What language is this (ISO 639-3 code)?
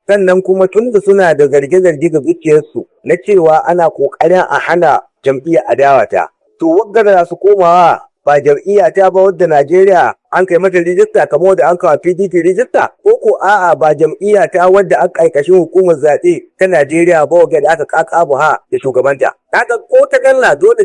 hau